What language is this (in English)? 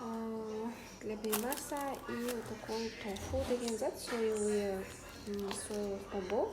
Kara-Kalpak